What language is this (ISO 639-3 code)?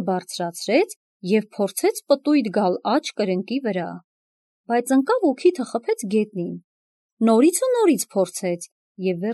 hye